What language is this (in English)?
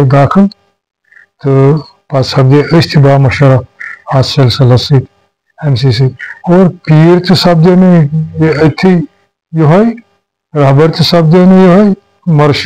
Kashmiri